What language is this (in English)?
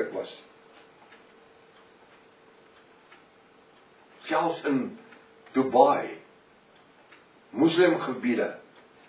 Afrikaans